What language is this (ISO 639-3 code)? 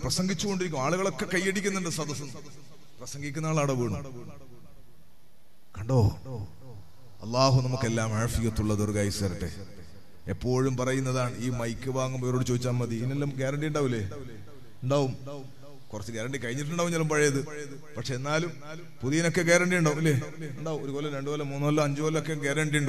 mal